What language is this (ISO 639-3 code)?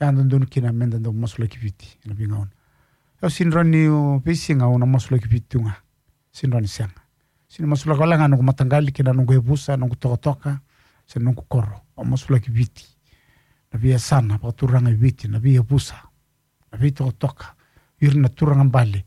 fij